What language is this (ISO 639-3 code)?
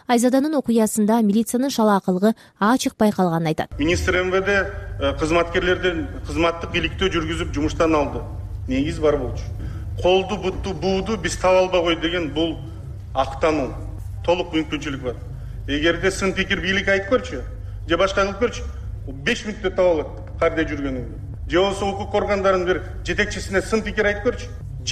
kir